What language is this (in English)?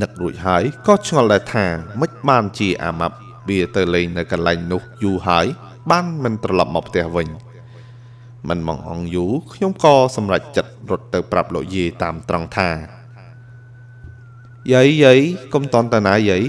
Khmer